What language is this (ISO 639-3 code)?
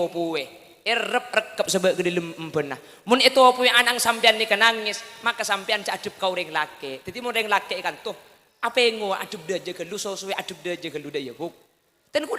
mad